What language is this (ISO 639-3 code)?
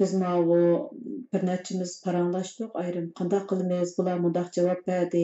uig